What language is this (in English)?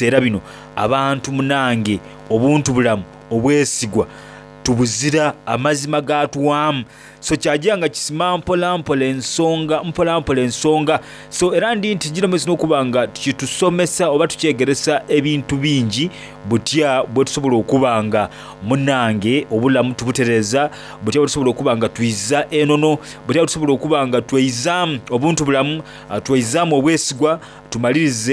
Soga